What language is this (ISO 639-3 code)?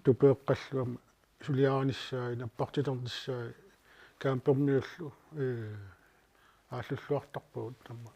kal